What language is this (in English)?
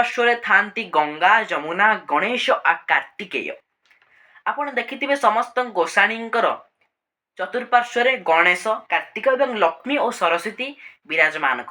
Odia